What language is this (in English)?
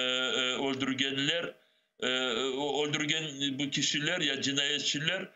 Crimean Tatar